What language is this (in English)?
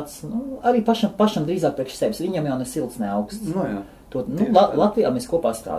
Latvian